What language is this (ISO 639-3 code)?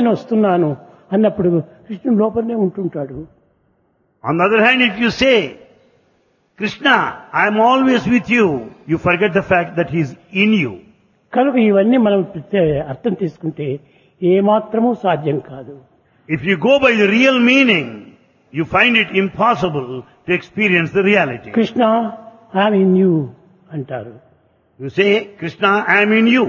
tel